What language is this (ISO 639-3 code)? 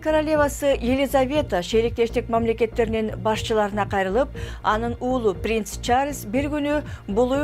kir